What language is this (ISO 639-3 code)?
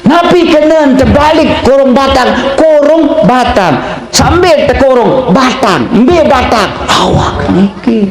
sas